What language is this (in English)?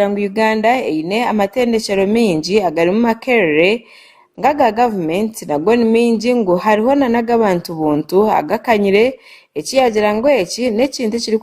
Nyankole